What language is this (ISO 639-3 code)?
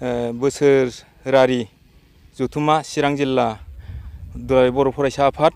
brx